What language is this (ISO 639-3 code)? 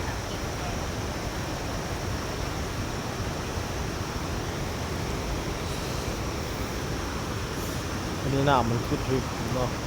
lao